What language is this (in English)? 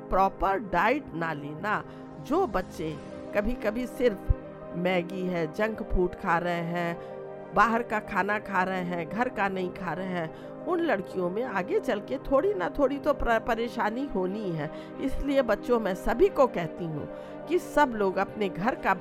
Hindi